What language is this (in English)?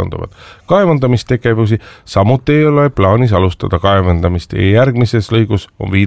Estonian